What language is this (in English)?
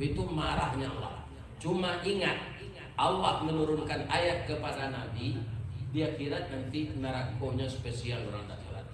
Minangkabau